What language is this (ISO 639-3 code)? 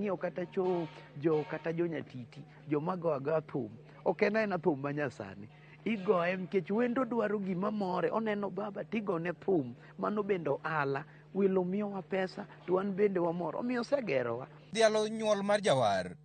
luo